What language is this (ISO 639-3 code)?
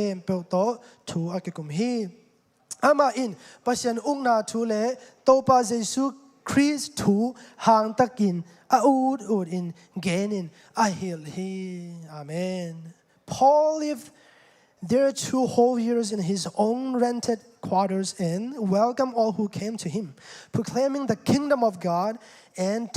ctd